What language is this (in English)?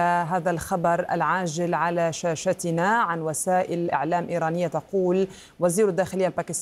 Arabic